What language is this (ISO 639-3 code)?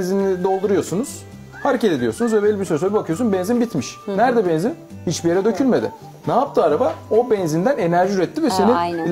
tur